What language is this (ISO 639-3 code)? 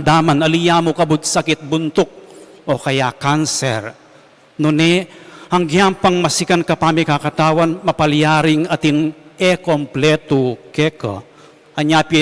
pam